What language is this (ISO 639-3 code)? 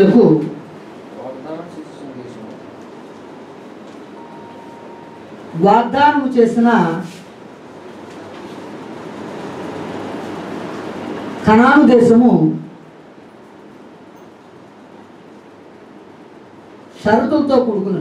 tel